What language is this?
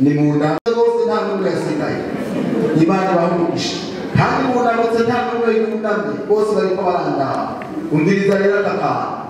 Rundi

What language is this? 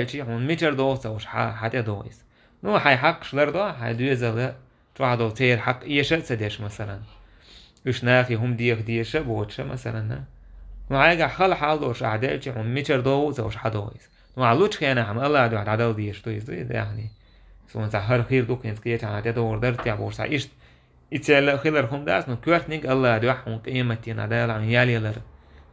Chechen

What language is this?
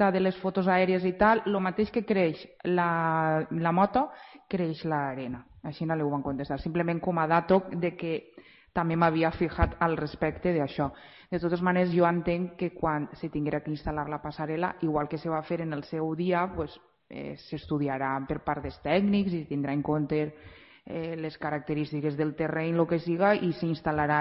Catalan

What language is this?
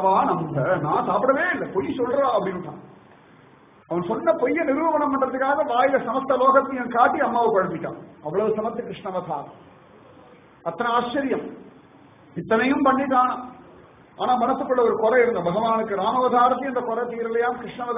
Tamil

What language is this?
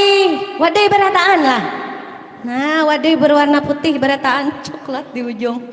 Banjar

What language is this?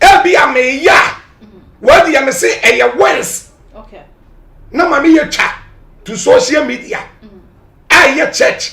Akan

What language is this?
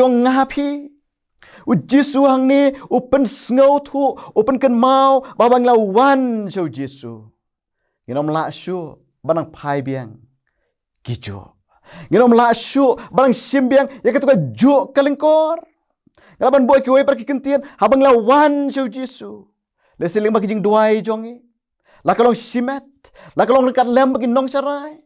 Khasi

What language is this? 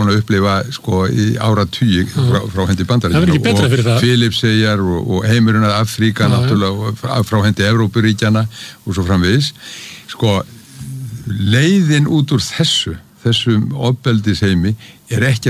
Icelandic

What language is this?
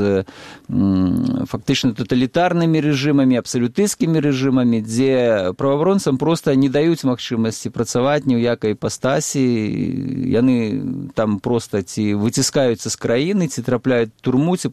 Belarusian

